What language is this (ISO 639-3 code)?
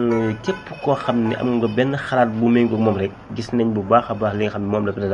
wol